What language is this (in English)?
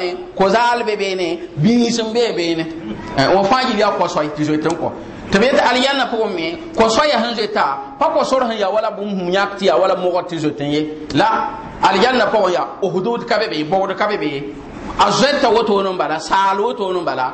Mossi